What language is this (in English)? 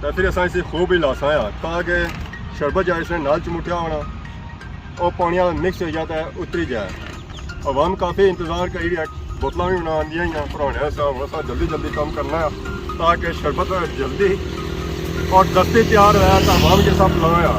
Pahari-Potwari